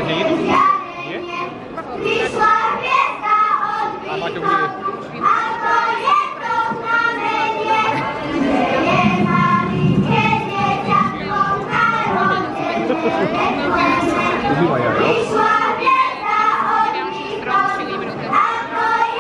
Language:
Slovak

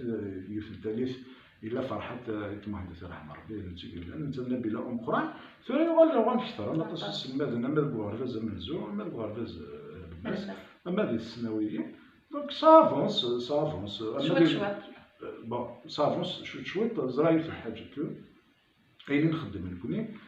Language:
Kabyle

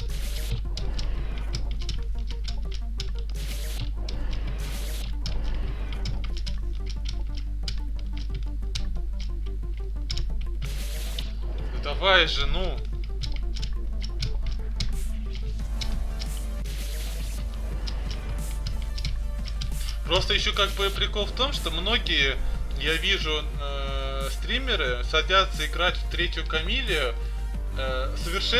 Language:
Russian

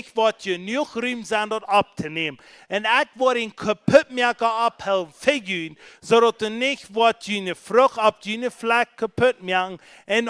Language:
Plautdietsch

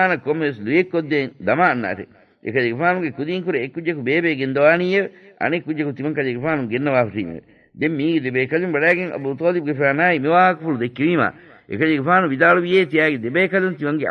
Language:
Divehi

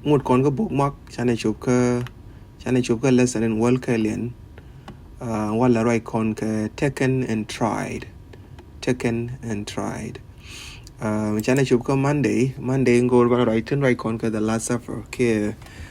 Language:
Nuer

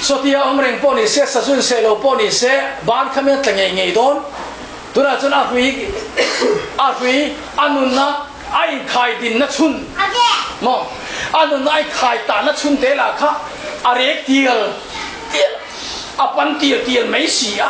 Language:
Mizo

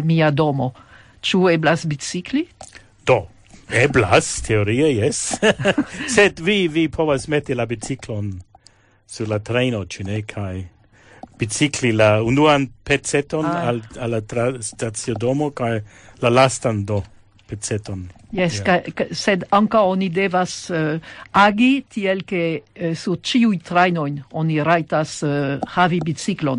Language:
Esperanto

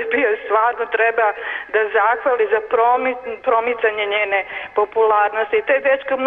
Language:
Serbian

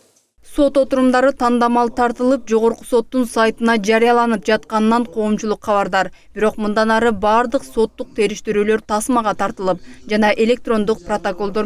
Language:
Kyrgyz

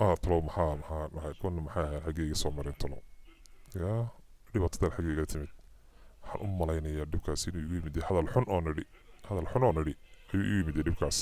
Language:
Somali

